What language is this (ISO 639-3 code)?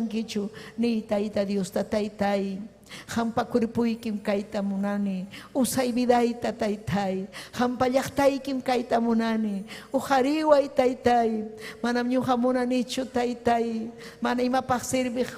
quy